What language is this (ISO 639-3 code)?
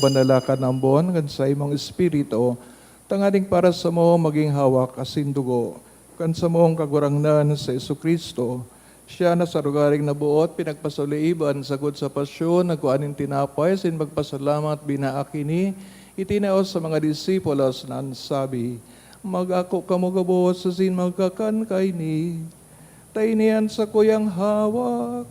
bik